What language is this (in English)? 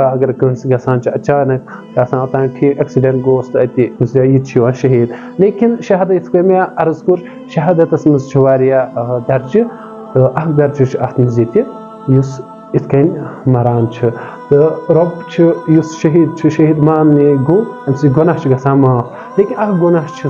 Kashmiri